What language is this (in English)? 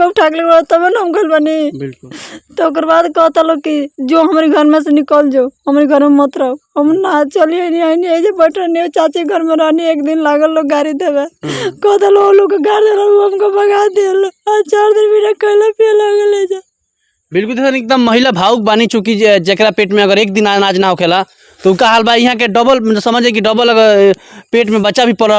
Bhojpuri